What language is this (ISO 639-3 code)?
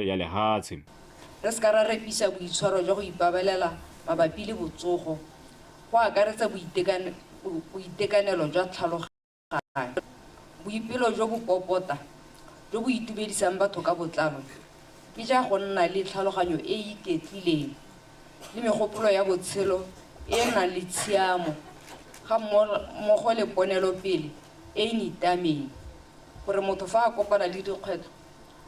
tsn